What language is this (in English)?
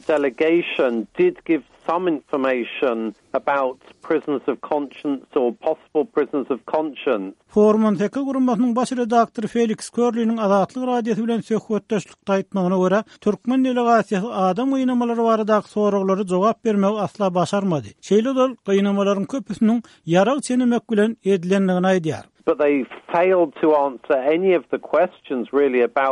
Turkmen